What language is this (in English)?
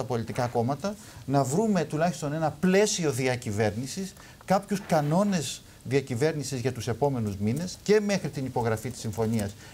Greek